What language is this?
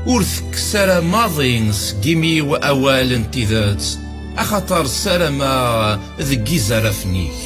Kabyle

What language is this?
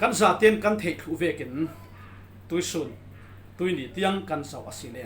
Falam Chin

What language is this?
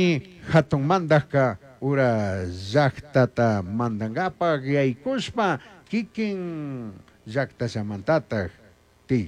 Chimborazo Highland Quichua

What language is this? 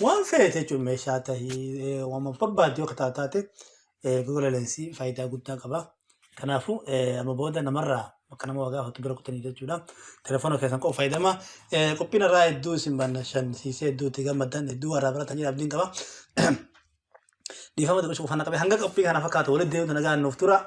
Oromo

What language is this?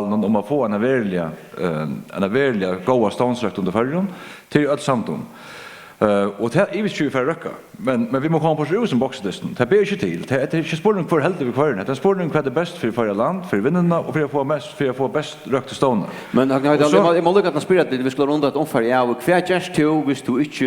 Faroese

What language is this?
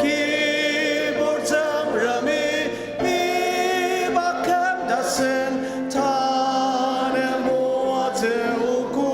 Ao Naga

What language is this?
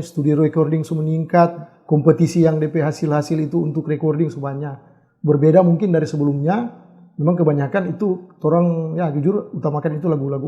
Manado Malay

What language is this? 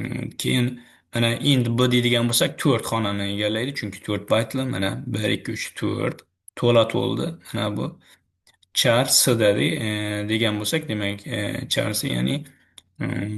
Uzbek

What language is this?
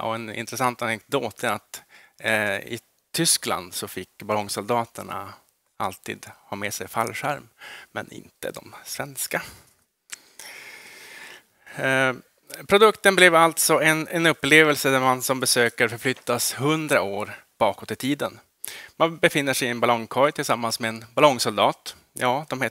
Swedish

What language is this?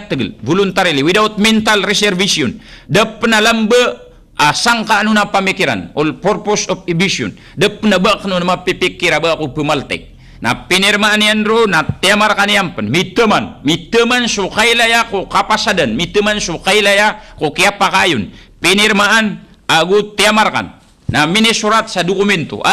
Maranao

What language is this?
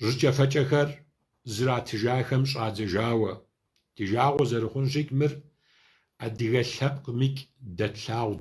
Kabardian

